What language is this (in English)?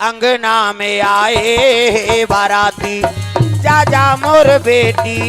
Chhattisgarhi